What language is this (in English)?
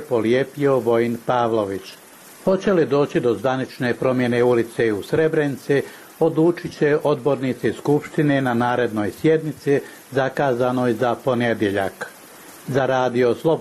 Serbian